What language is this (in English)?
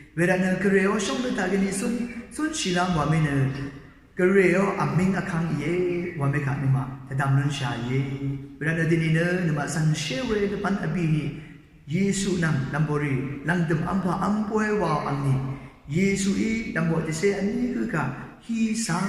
Rawang